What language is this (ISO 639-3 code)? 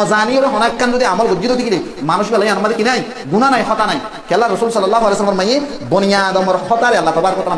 rhg